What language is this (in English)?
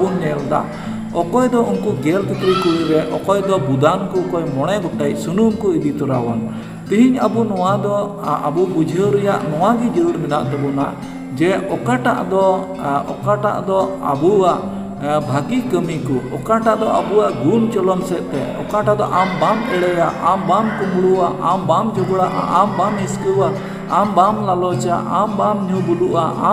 Santali